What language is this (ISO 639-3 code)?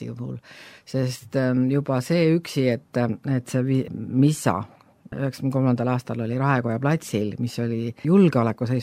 est